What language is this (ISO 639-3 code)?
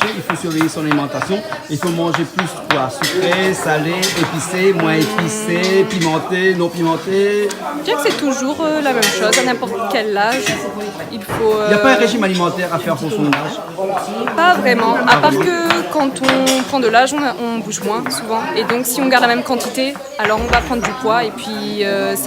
rcf